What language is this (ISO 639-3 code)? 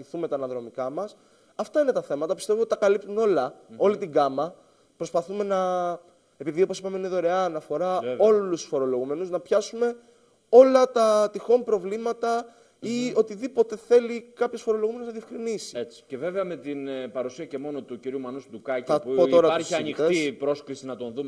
ell